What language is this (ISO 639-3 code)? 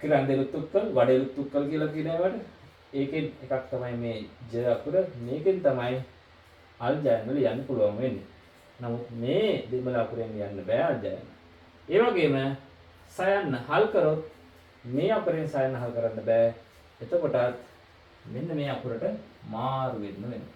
sin